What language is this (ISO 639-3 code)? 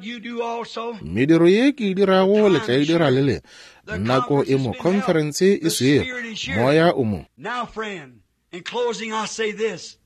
nso